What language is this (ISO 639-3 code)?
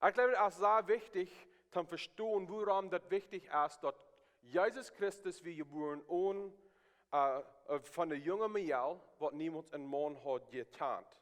pdt